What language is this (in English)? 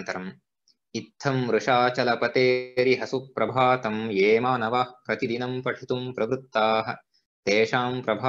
Sanskrit